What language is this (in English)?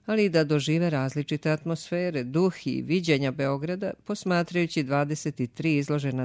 Serbian